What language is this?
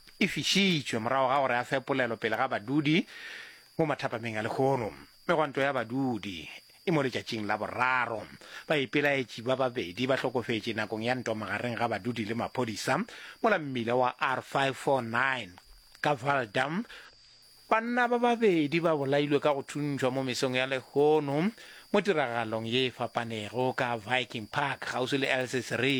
Northern Sotho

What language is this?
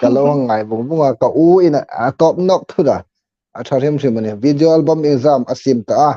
Hmar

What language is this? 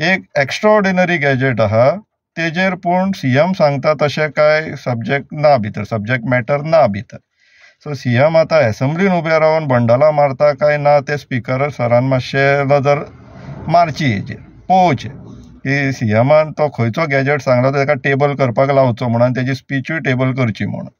Konkani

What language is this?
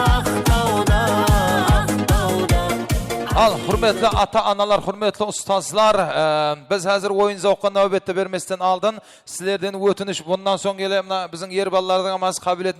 Kara-Kalpak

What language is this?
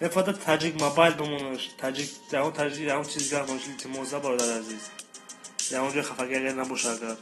Tajik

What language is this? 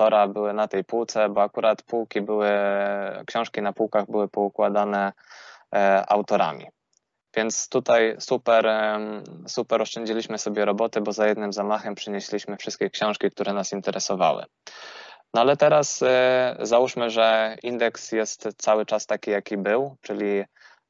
Polish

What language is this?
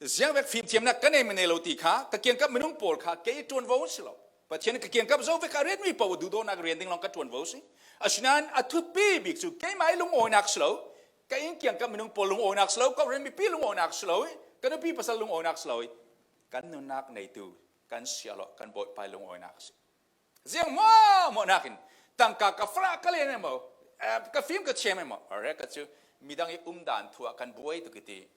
Falam Chin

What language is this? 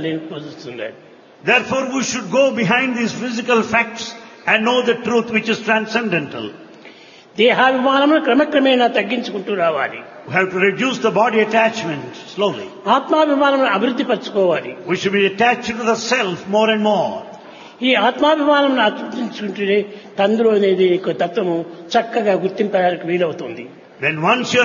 Telugu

